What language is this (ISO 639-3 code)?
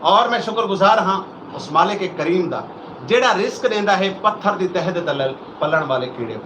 skr